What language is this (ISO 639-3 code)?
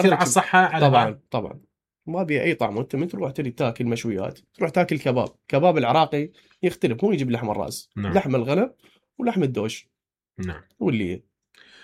acm